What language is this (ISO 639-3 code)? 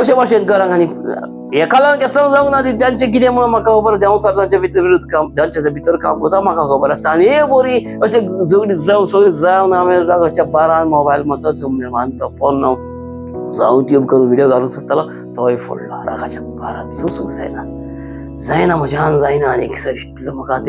kok